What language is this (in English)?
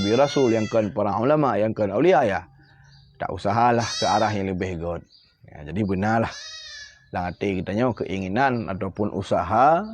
Achinese